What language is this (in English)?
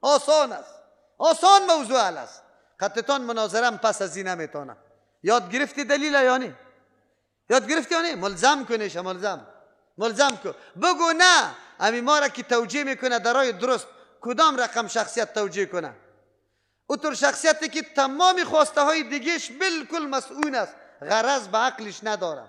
Persian